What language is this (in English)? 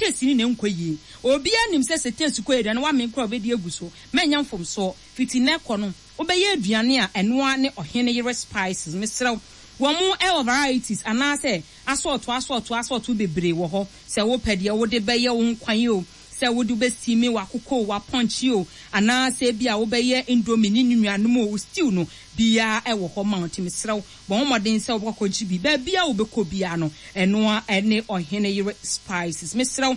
Akan